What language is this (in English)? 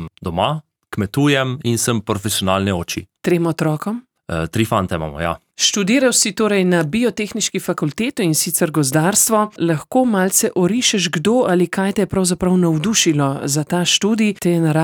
Slovenian